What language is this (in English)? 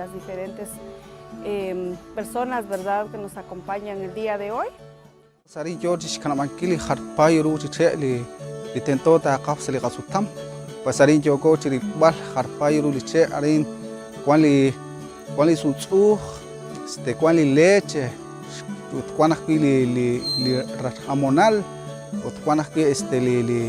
Kekchí